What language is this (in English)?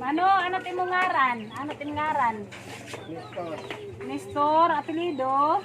Waray